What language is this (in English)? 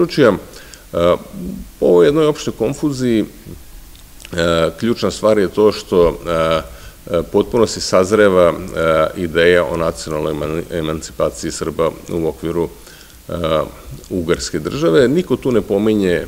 Serbian